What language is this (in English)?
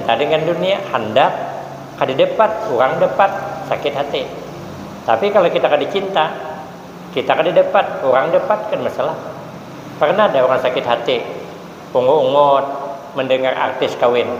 Banjar